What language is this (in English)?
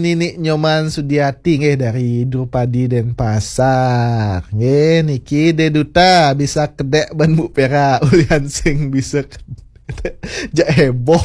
Balinese